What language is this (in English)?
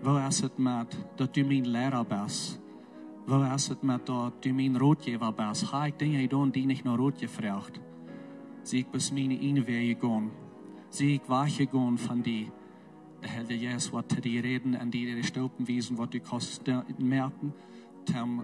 Plautdietsch